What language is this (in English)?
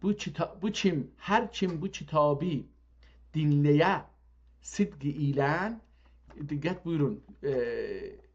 South Azerbaijani